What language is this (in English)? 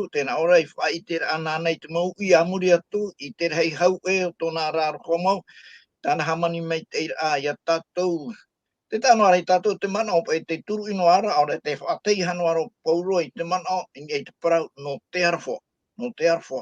Tahitian